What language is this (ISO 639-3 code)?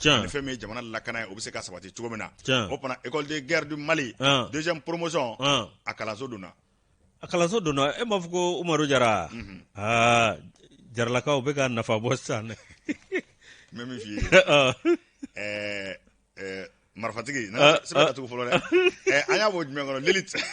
bam